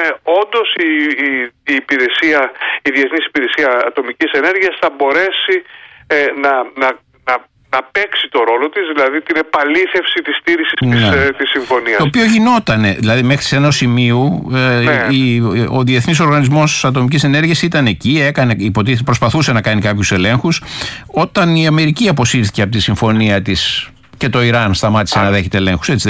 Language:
Greek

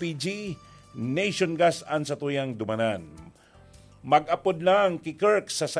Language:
Bikol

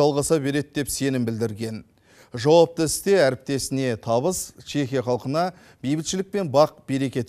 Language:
Kazakh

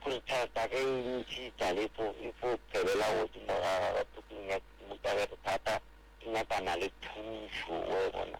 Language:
Northern Sotho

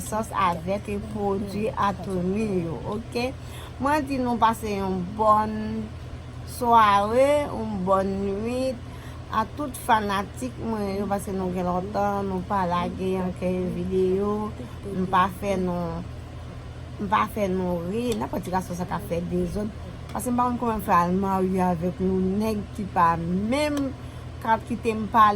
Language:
Haitian Creole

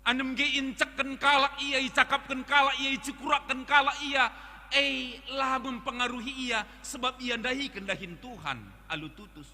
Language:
Batak Karo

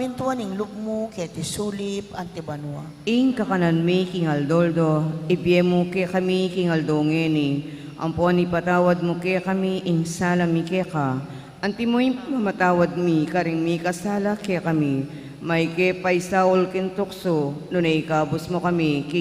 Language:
Pampanga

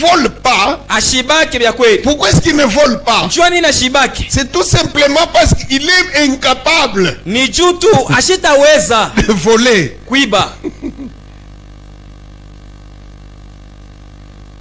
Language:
Swahili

